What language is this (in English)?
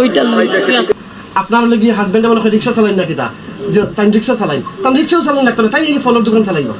Sylheti